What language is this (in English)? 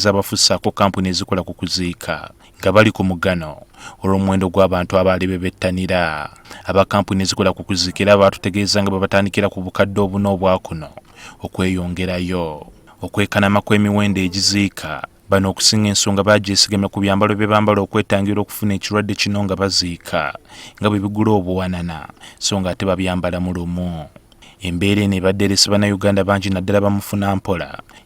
Ganda